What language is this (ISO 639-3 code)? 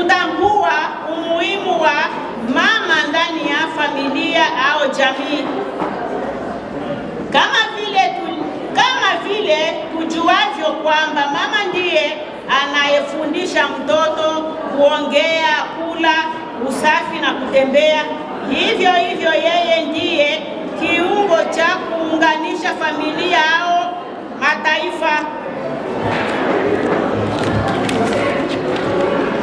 swa